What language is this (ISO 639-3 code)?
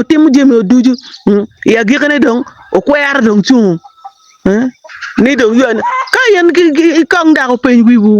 ach